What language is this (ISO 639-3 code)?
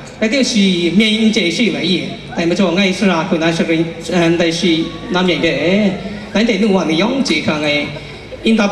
kac